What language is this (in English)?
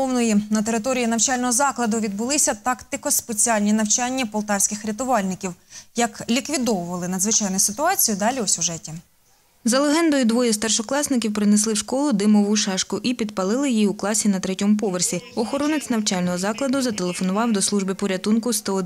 Ukrainian